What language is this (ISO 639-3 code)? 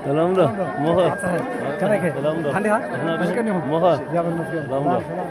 tir